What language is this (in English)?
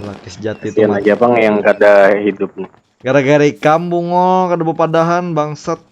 Banjar